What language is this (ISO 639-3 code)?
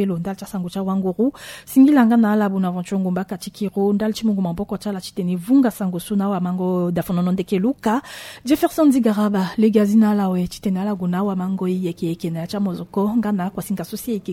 sag